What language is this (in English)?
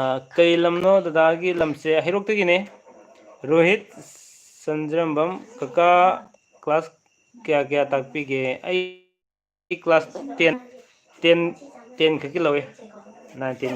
Manipuri